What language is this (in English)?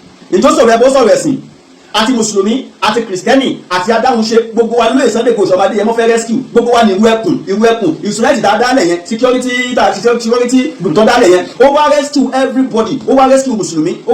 Yoruba